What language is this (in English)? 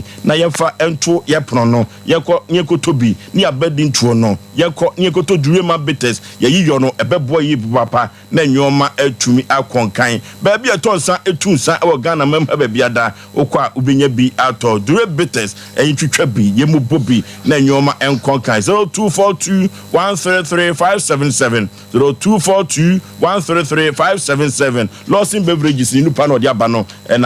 Akan